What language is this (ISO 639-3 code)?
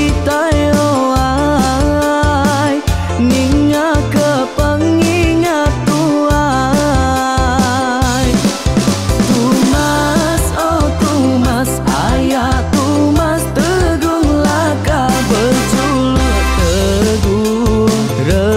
iba